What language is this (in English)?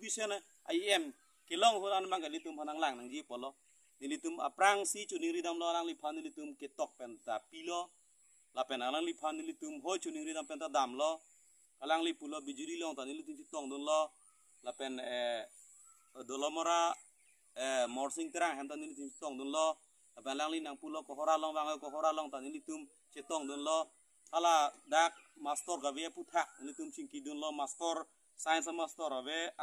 Karbi